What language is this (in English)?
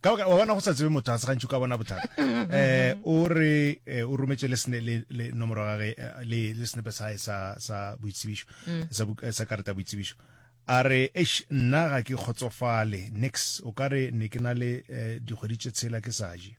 Northern Sotho